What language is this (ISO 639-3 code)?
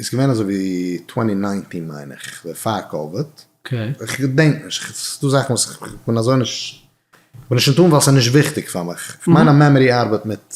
yid